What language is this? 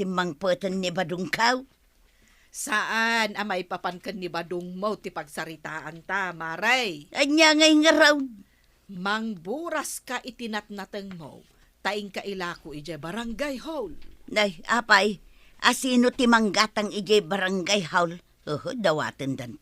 Iloko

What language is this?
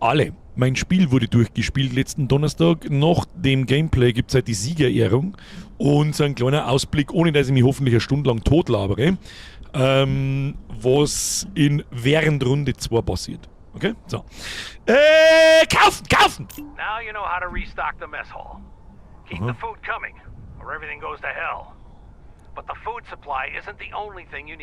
Bavarian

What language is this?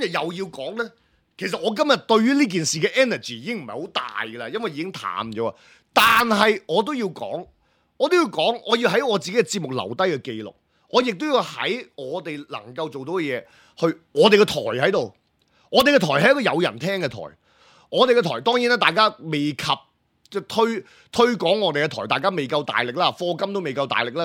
Cantonese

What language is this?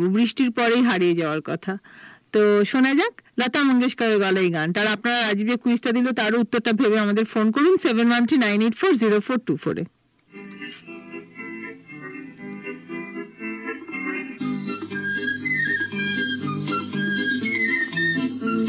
Bangla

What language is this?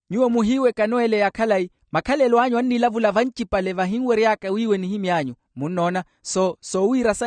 Makhuwa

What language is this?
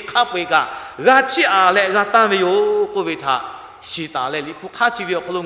Lahu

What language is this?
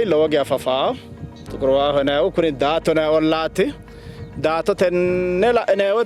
Sidamo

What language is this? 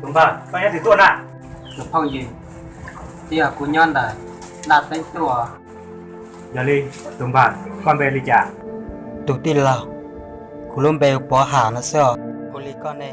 Hmong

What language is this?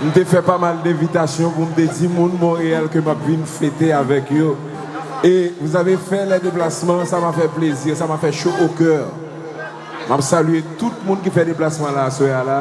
Haitian Creole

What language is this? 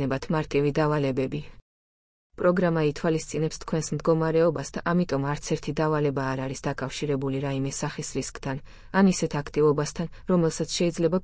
Georgian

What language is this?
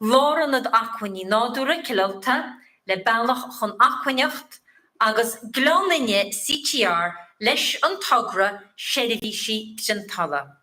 Irish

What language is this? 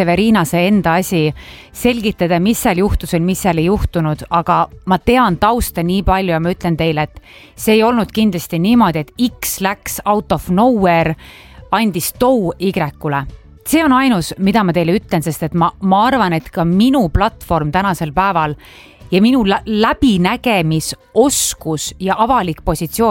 Estonian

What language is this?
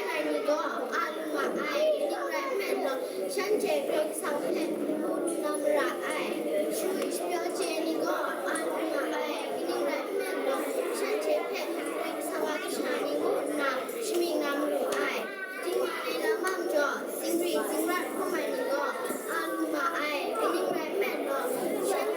Kachin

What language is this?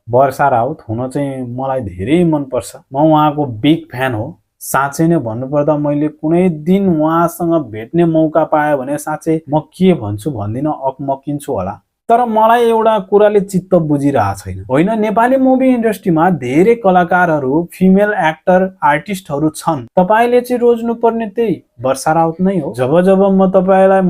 Nepali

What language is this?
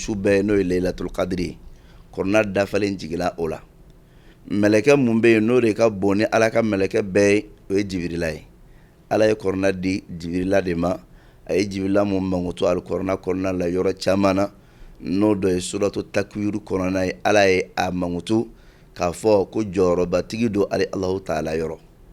Bambara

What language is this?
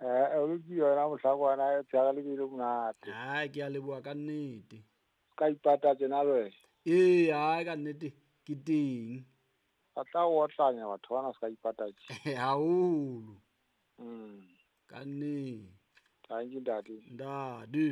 Southern Sotho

